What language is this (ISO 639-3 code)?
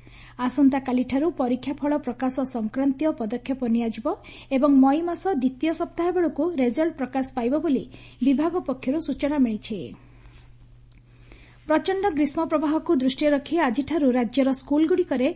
ori